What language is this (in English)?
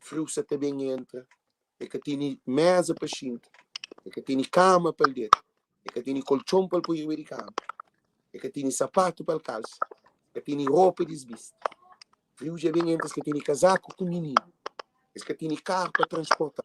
Kabuverdianu